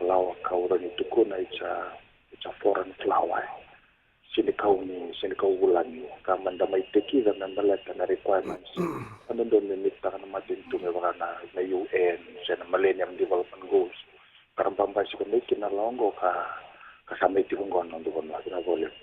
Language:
Fijian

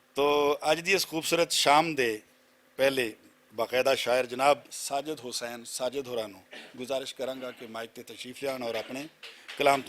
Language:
Western Panjabi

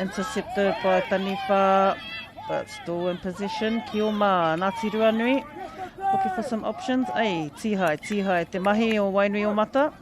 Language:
Māori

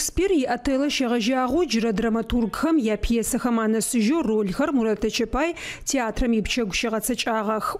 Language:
Adyghe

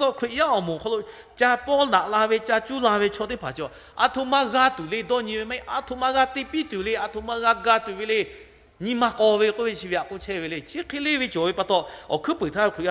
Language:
Lahu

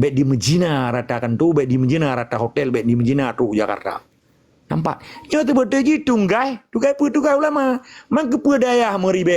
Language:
Achinese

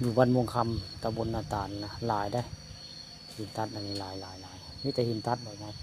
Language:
Northeastern Thai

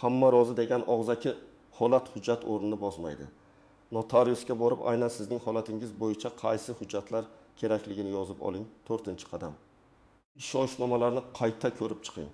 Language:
Uzbek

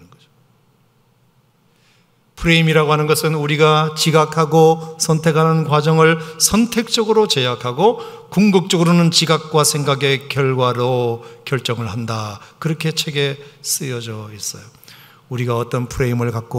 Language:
Korean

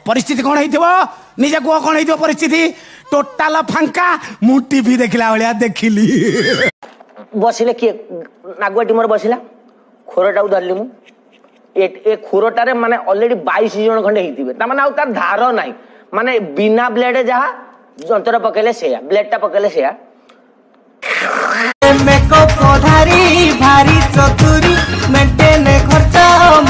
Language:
Odia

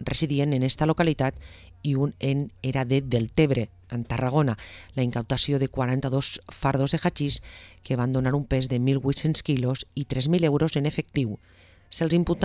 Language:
Catalan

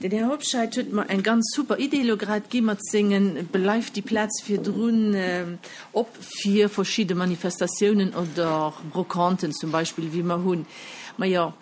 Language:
Luxembourgish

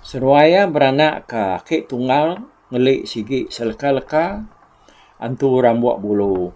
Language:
Iban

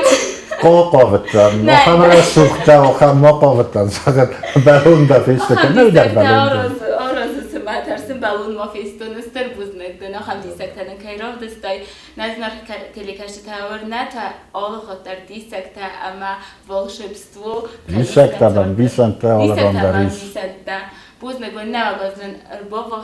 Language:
Ossetic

